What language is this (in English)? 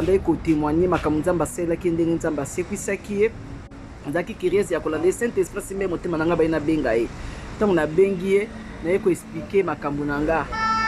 Lingala